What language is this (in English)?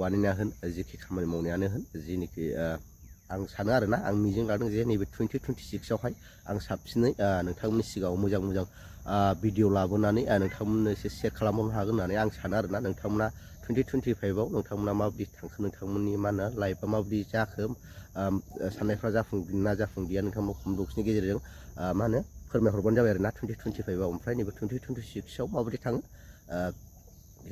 Bodo